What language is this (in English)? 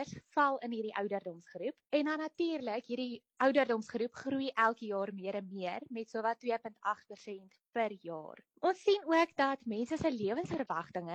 Afrikaans